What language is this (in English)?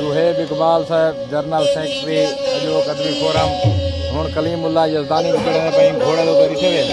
Saraiki